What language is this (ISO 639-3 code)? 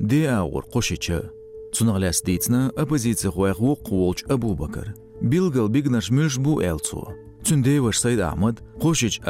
che